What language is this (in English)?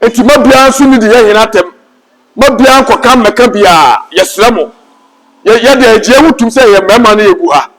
Akan